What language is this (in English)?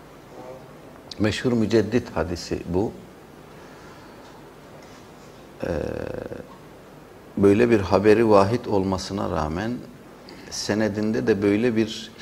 Turkish